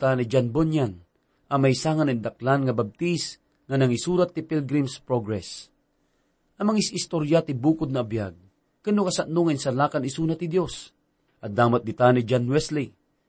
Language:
Iloko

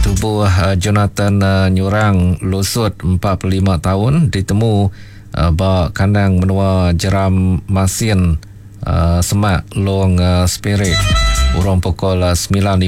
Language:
Iban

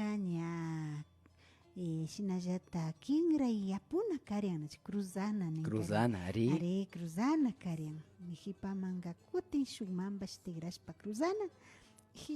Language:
Imbabura Highland Quichua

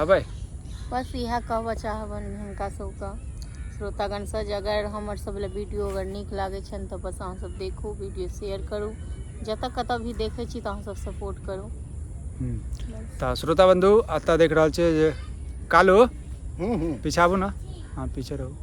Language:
Maithili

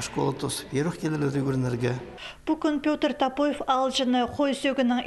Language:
Khakas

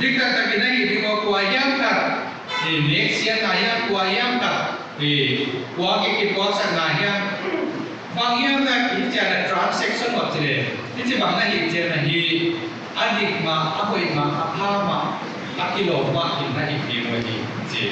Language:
Paite Chin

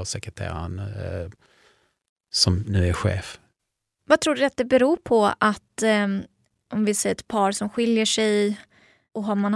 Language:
Swedish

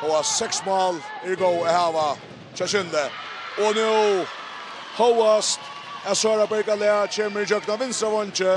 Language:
Faroese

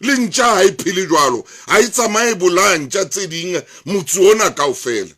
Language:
Southern Sotho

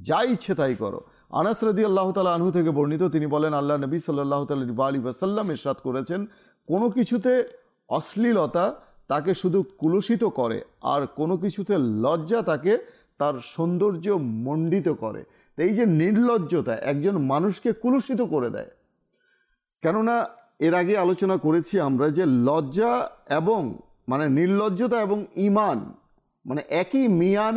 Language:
Bangla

